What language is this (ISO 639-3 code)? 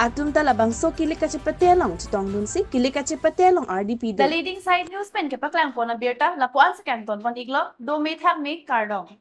mjw